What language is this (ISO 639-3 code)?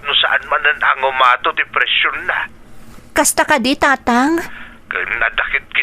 ilo